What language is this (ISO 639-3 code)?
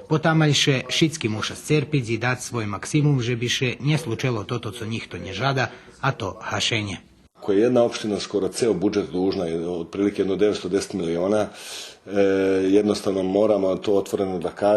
rue